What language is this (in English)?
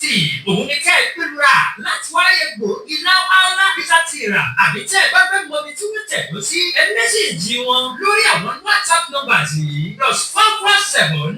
Yoruba